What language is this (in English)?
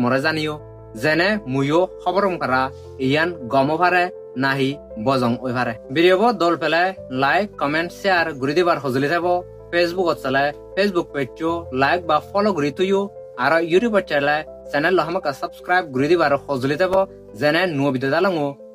Chakma